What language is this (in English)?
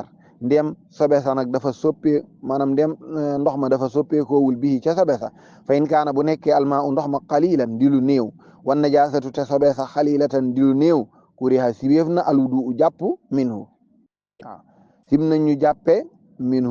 Wolof